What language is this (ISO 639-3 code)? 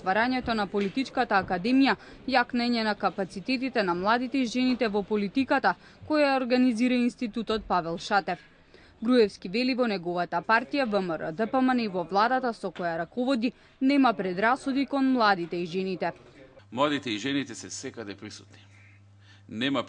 mkd